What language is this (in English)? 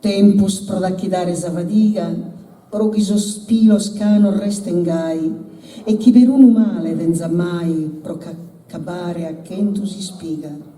Sardinian